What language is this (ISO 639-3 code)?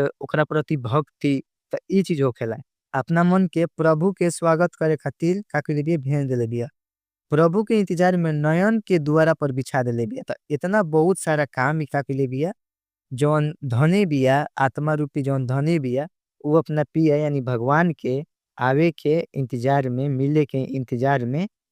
bho